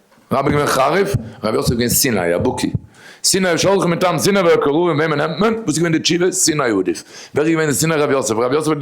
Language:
Yiddish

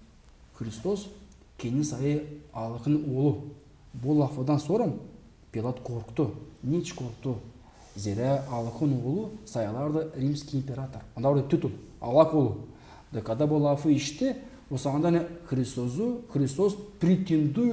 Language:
Gagauz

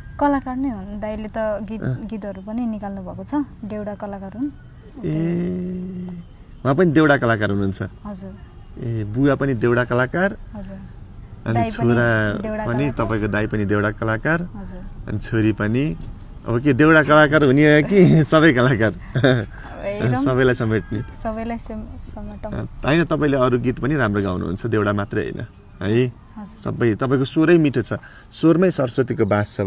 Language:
Nepali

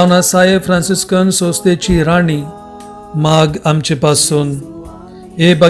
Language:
Konkani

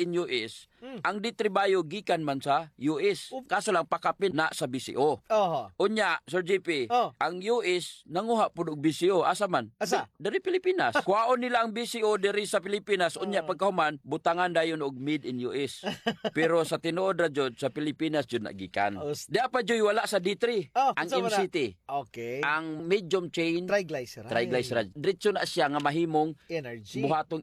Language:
Cebuano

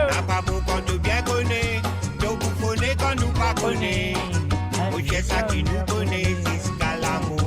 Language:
Morisyen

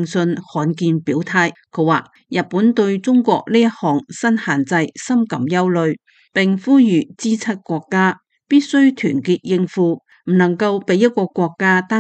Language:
Cantonese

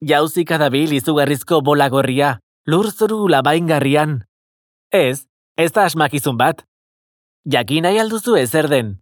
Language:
Basque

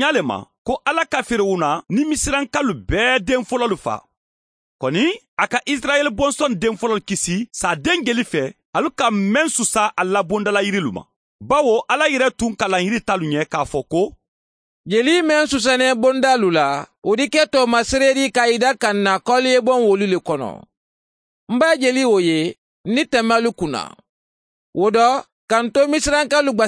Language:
Mandingo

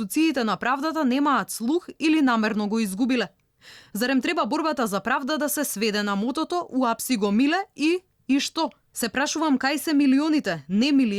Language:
Macedonian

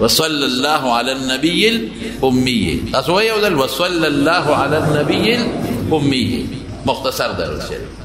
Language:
Pashto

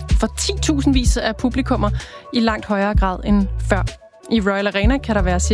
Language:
Danish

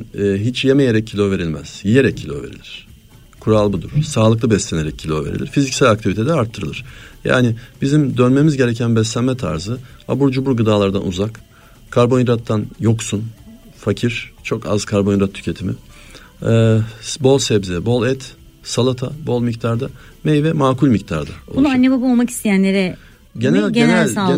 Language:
Turkish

